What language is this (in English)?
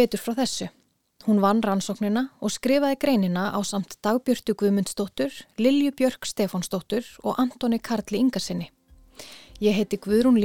Icelandic